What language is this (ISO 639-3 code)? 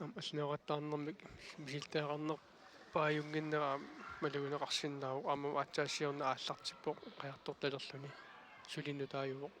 kal